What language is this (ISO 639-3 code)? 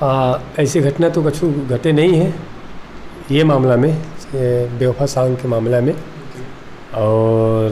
hne